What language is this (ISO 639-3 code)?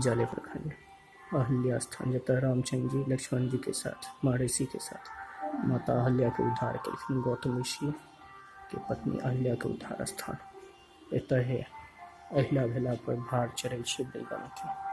mai